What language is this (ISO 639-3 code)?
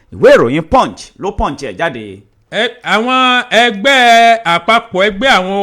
yor